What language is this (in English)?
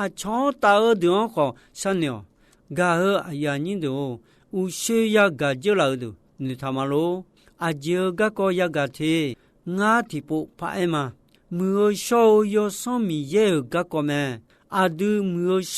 Akha